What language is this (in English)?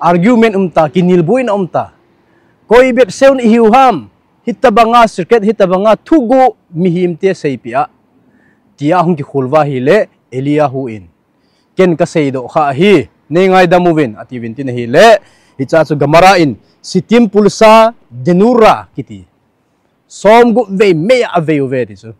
Thado Chin